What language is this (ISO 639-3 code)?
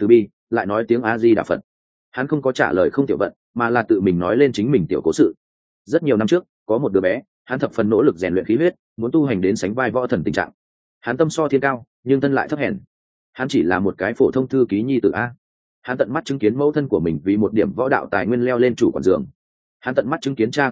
vie